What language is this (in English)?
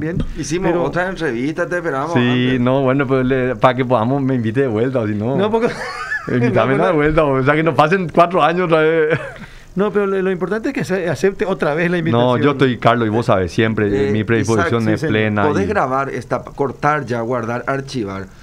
Spanish